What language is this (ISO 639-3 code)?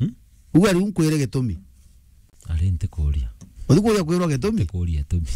mer